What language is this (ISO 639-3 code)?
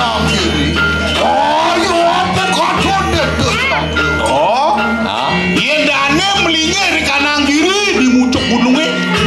ban